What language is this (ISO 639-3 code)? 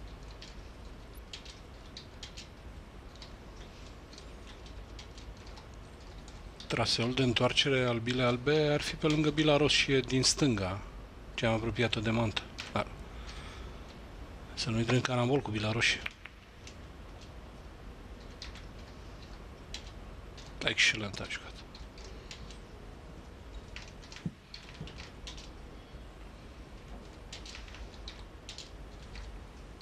ron